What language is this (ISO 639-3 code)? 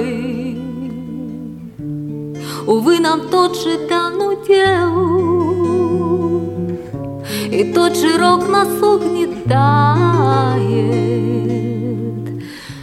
rus